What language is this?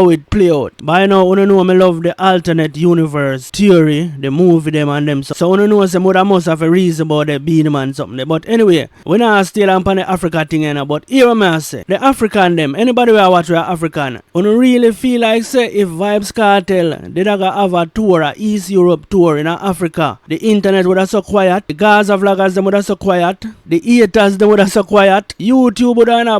Jamaican Creole English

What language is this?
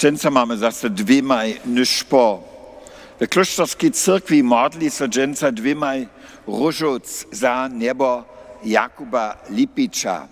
Upper Sorbian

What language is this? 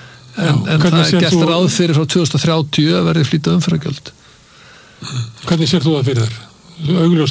Icelandic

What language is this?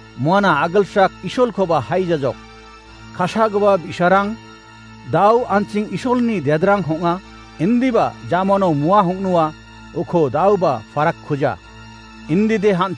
Garo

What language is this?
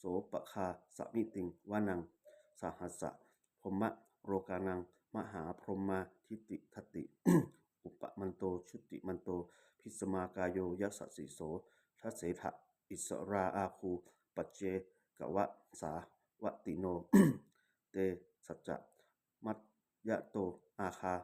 Pali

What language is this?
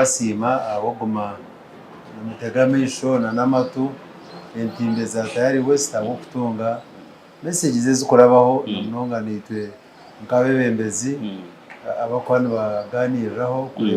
Nyankole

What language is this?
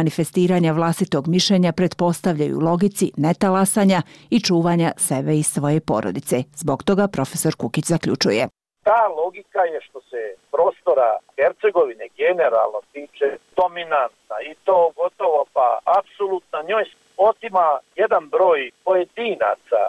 Bosnian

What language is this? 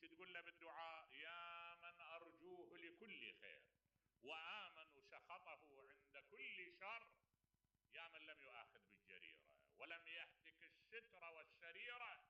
Mesopotamian Arabic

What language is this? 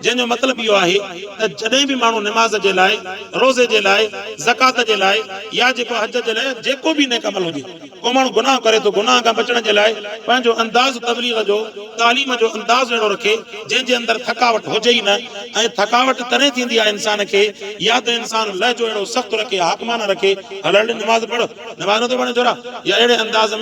Sindhi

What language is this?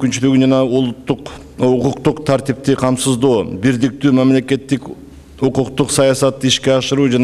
Kyrgyz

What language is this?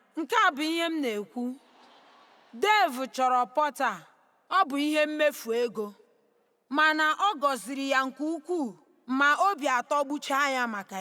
Igbo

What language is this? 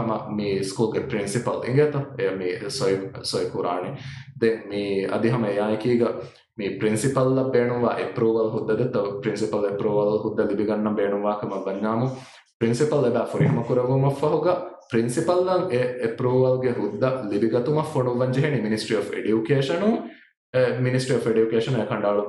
Divehi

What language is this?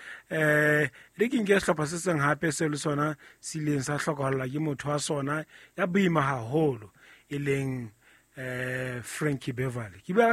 Southern Sotho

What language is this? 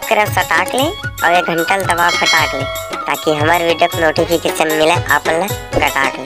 Chhattisgarhi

